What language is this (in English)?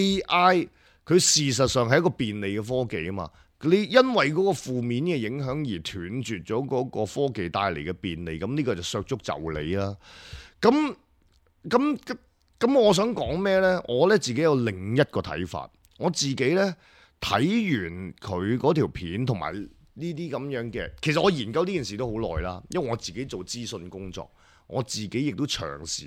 Cantonese